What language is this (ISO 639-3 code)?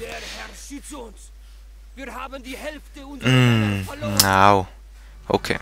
gsw